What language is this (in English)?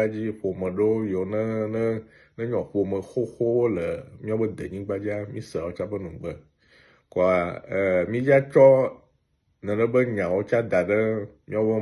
Ewe